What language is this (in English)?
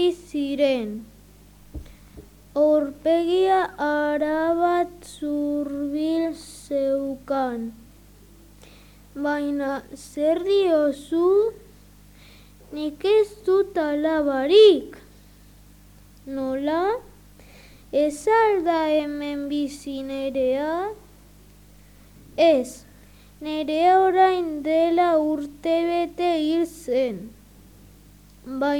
Basque